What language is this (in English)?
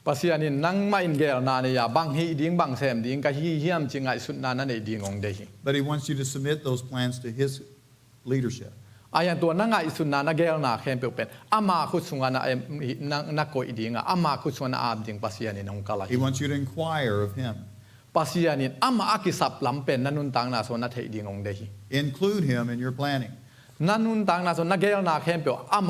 Tedim Chin